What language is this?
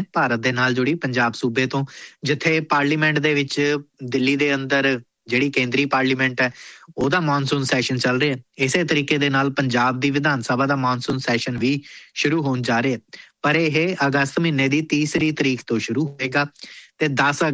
Punjabi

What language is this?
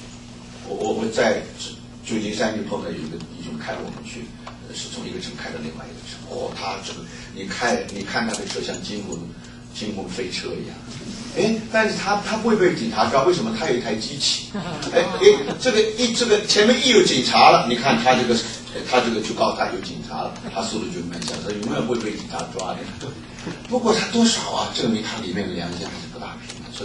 Chinese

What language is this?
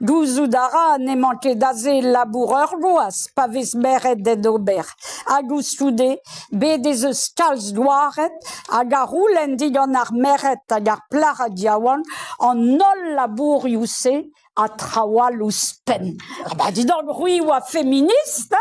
Breton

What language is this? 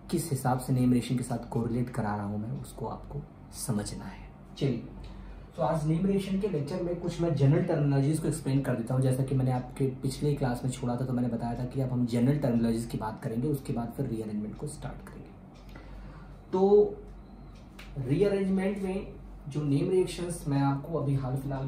Hindi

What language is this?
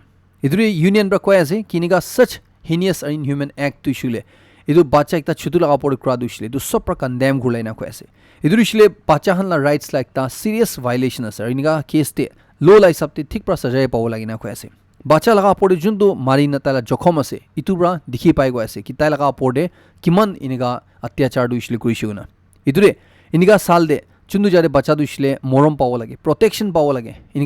Naga Pidgin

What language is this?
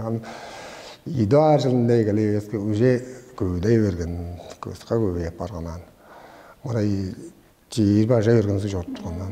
Tuvinian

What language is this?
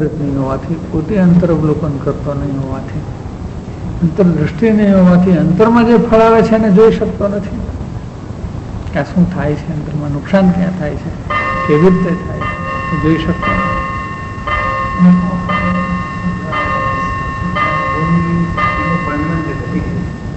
Gujarati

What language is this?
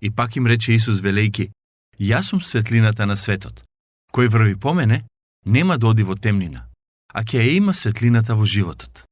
Macedonian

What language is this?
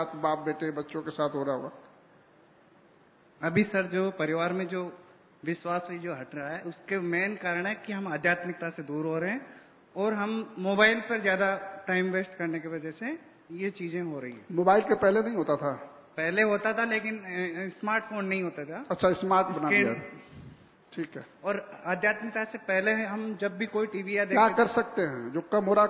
Hindi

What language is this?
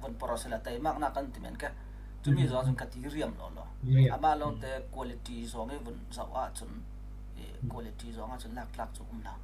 Falam Chin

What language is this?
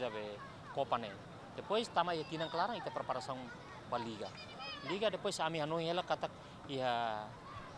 Tetum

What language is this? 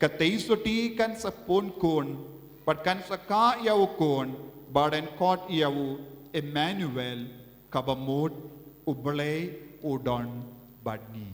Khasi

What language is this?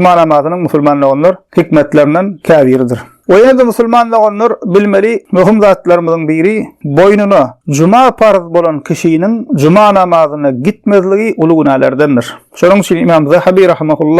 Turkmen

